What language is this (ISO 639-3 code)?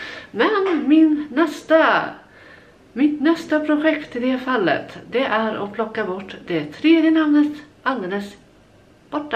swe